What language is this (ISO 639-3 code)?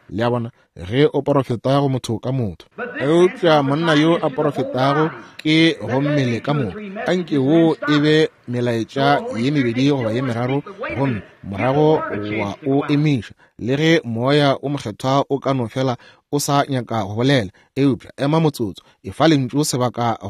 nso